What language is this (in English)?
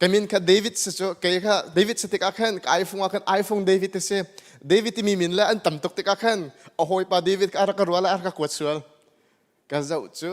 Hakha Chin